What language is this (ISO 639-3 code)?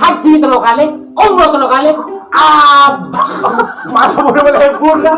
mad